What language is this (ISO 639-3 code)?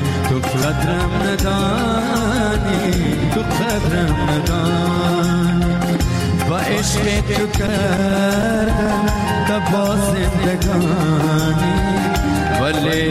fas